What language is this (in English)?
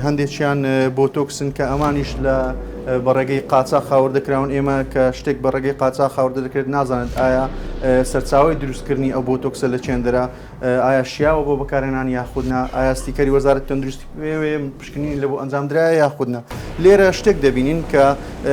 Central Kurdish